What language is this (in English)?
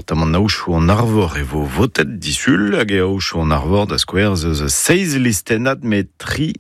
Breton